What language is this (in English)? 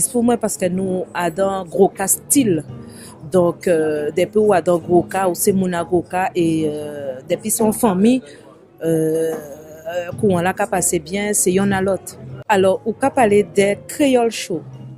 Guadeloupean Creole French